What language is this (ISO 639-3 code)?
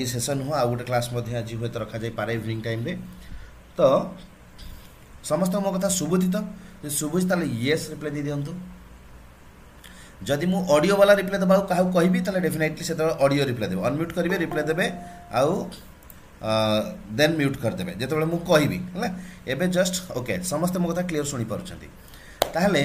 ori